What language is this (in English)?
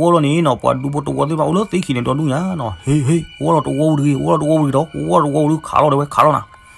S'gaw Karen